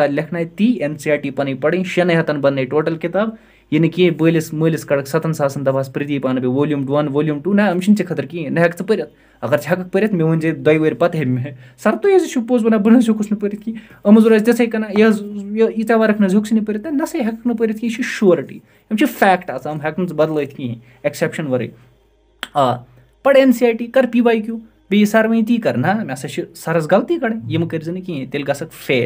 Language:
Kashmiri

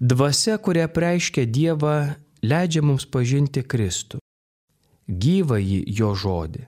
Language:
Lithuanian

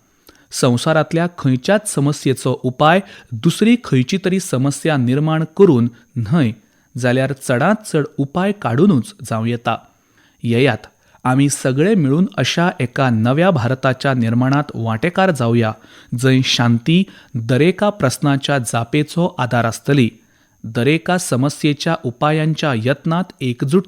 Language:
Konkani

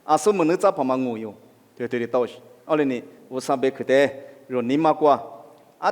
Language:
Lisu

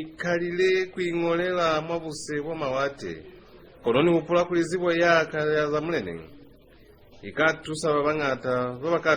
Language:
Lozi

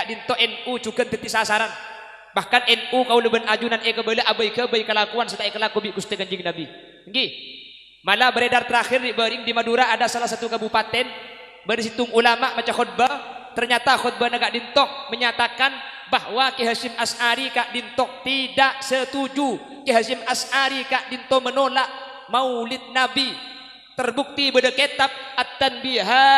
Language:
Madurese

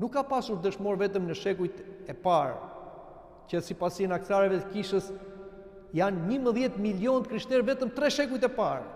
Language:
Albanian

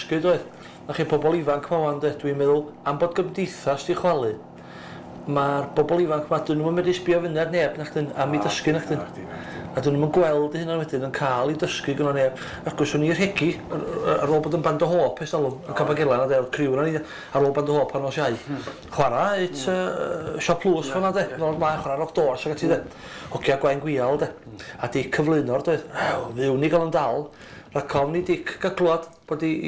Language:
Welsh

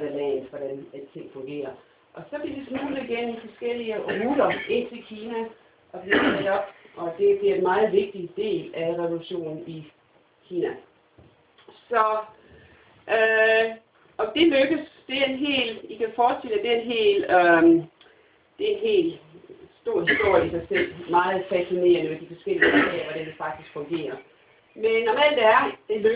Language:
Danish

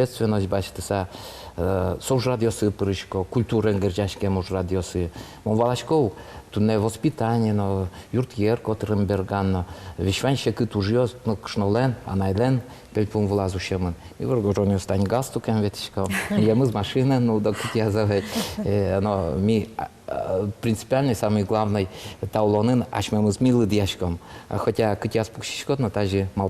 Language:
Udmurt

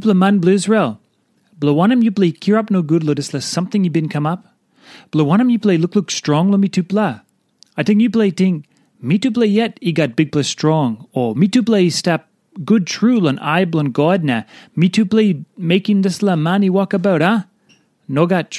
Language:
Tok Pisin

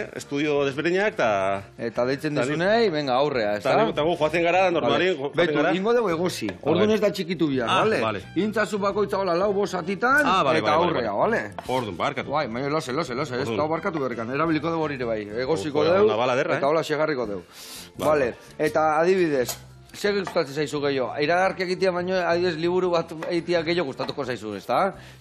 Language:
Basque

